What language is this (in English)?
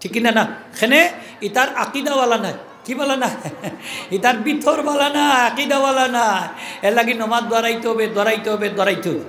Sylheti